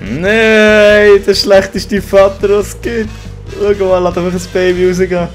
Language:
Swiss German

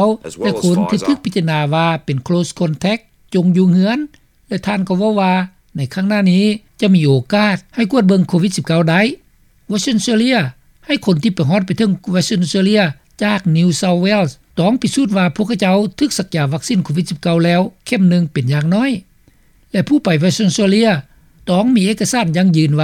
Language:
Lao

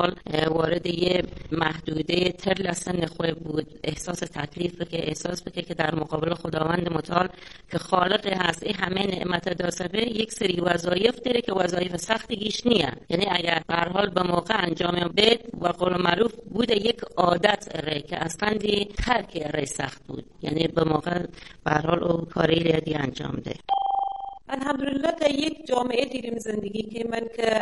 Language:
Persian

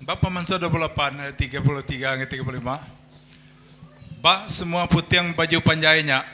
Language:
Iban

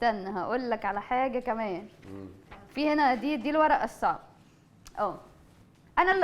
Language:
Egyptian Arabic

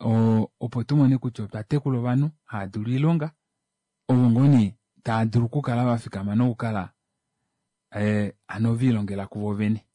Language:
Kuanyama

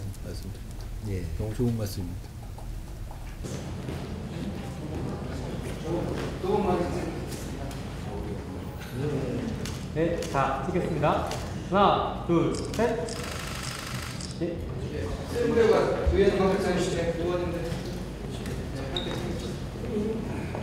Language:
Korean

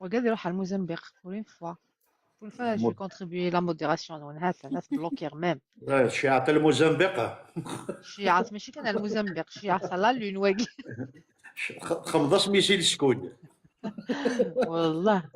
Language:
Algerian Arabic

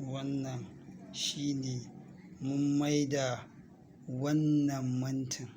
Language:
Hausa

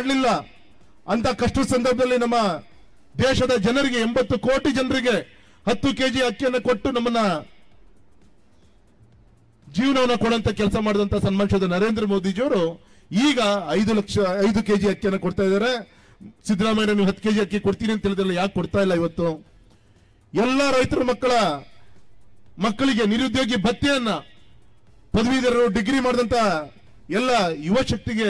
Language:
Kannada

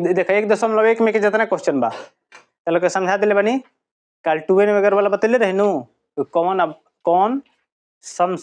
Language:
Bhojpuri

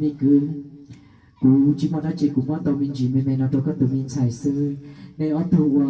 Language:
Hmong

